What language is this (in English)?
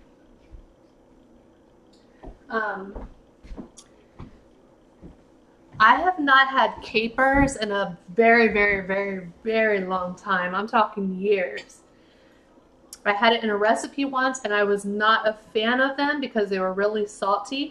English